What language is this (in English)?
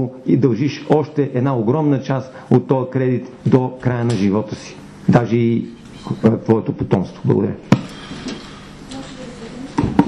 Bulgarian